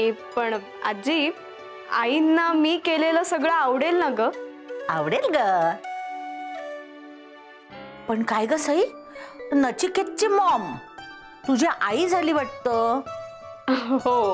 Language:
Marathi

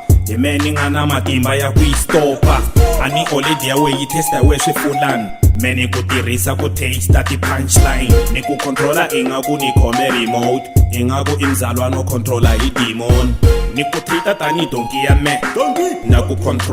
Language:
Tsonga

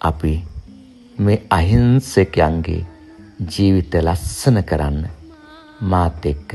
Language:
Sinhala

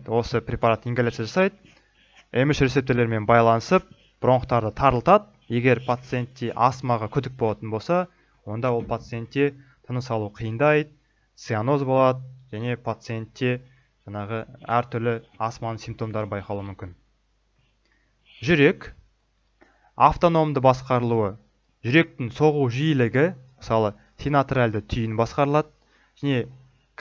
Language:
Kazakh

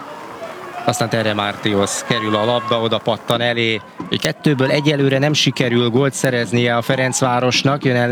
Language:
Hungarian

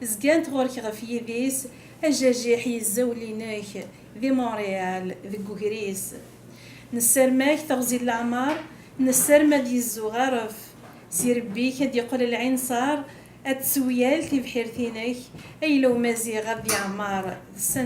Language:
Kabyle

